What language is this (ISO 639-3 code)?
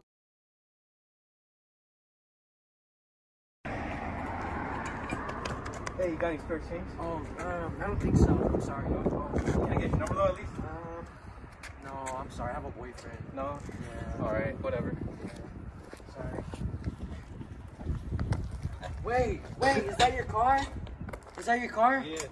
eng